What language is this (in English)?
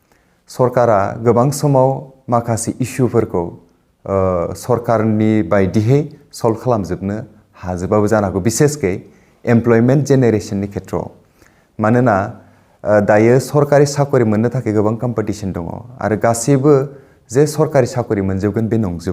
Bodo